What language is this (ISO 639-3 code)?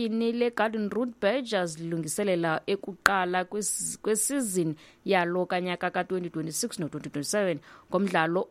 xho